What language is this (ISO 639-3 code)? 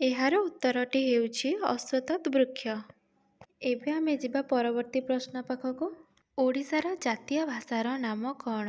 ori